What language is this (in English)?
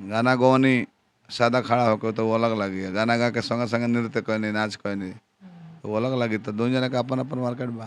Bhojpuri